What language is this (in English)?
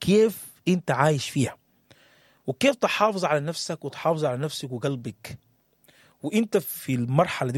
Sudanese Arabic